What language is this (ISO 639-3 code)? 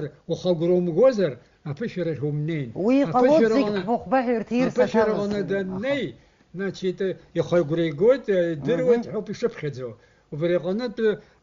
abk